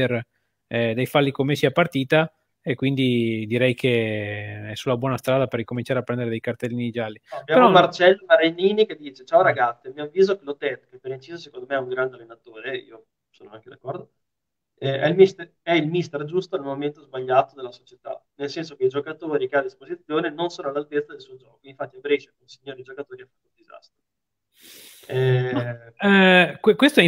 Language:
Italian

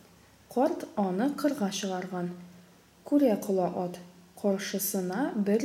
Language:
Tatar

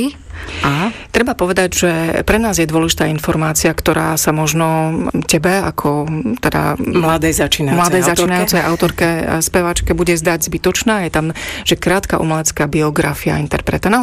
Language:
Slovak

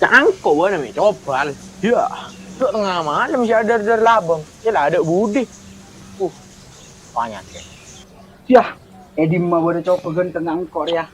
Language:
Madurese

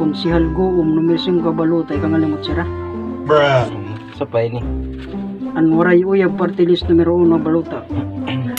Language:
Waray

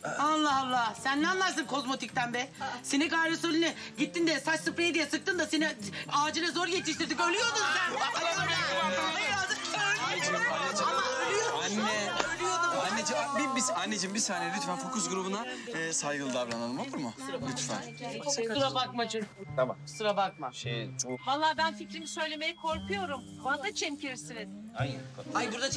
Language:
Turkish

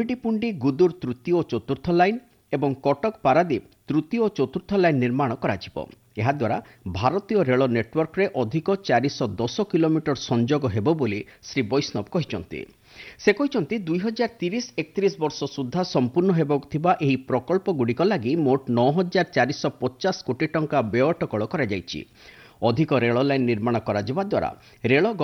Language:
Odia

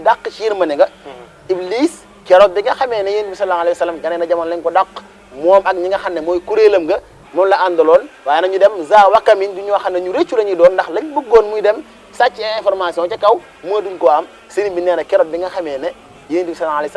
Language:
Wolof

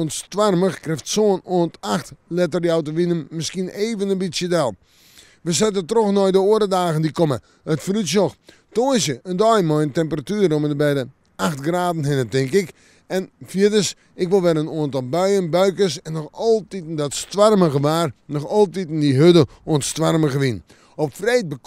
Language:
Western Frisian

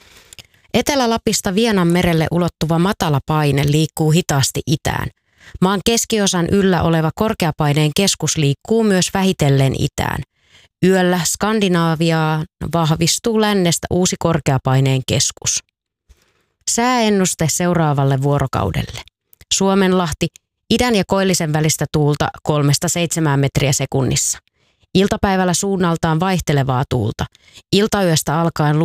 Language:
Finnish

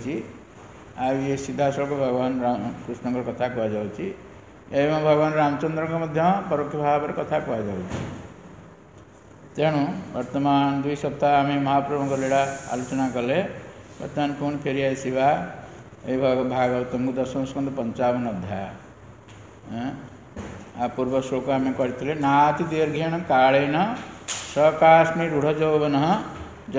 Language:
Odia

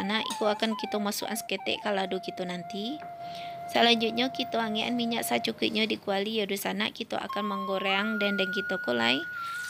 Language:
Minangkabau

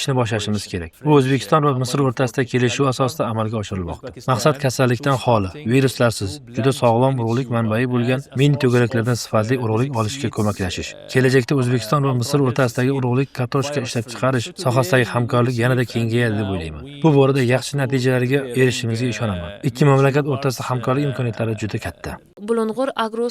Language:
Uzbek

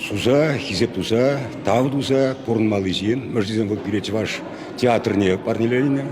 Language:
Chuvash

